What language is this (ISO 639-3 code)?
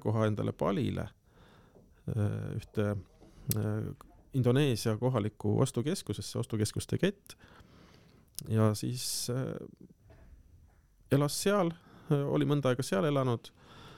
est